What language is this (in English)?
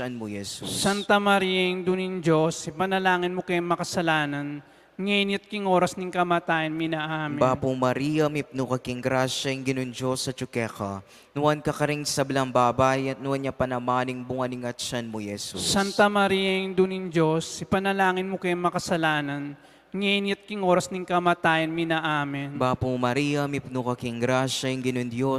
Pampanga